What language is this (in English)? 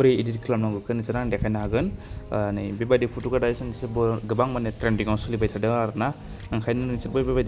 Bodo